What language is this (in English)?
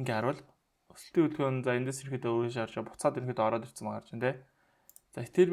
Mongolian